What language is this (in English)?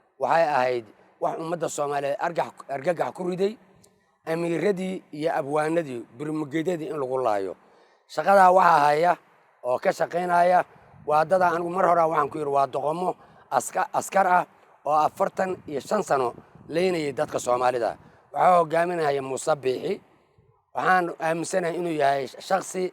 Somali